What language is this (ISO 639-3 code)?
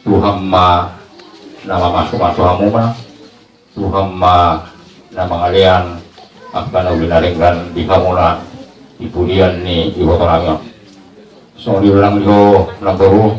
bbc